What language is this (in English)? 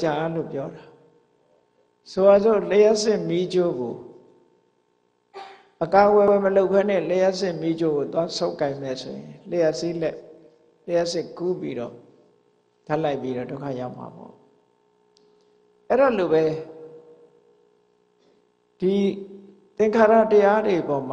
Burmese